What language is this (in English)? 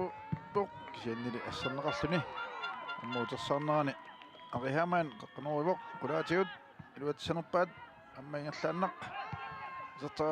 Kalaallisut